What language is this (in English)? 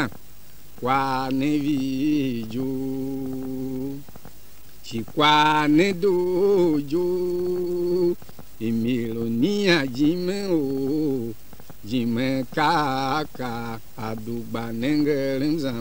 Tiv